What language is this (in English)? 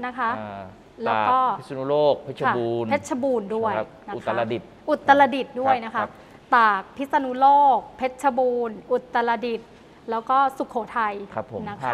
Thai